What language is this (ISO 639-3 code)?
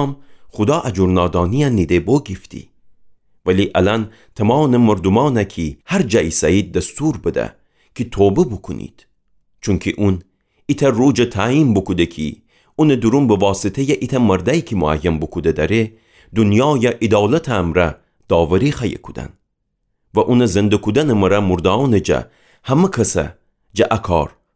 glk